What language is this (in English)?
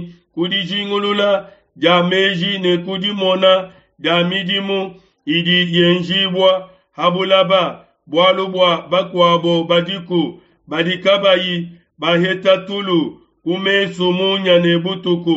Luba-Lulua